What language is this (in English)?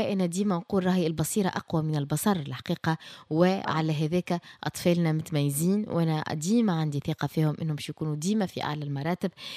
Tunisian Arabic